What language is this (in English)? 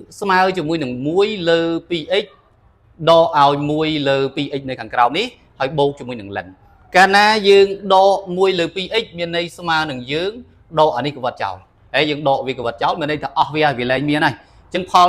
Khmer